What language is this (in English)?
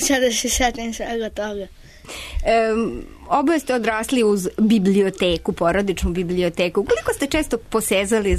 Serbian